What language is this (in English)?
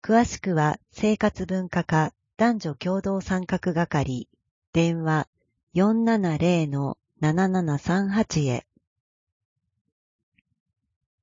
Japanese